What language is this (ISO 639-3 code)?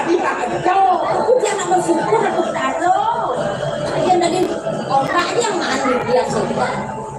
ban